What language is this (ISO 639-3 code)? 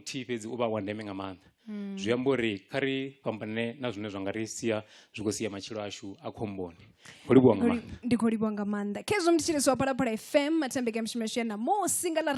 ven